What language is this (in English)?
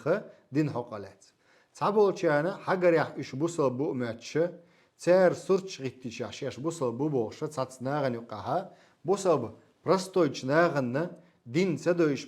Chechen